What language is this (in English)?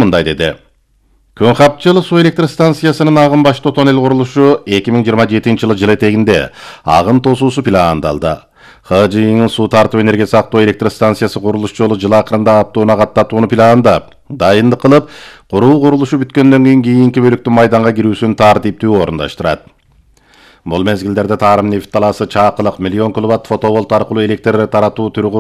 Kyrgyz